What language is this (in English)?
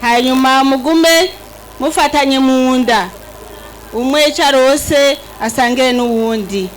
Rundi